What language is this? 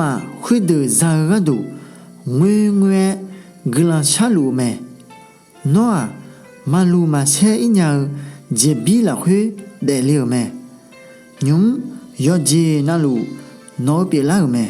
Akha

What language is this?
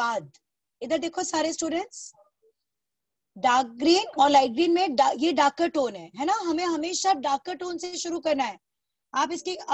Hindi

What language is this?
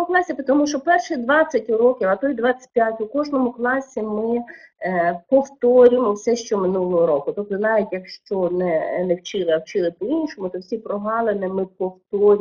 Ukrainian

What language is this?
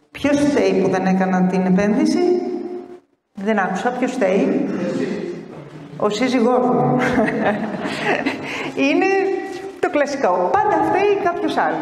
Greek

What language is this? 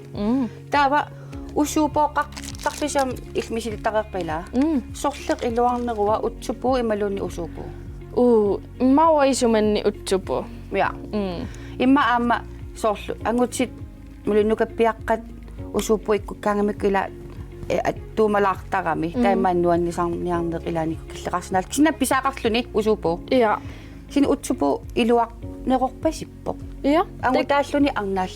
Kalaallisut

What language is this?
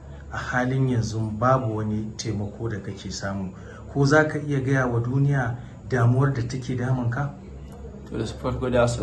Hausa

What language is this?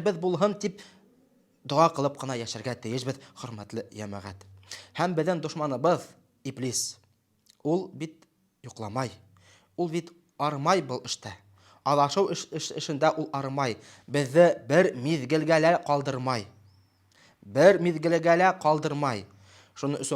Bashkir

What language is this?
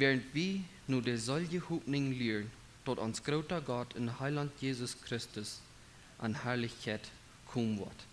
Plautdietsch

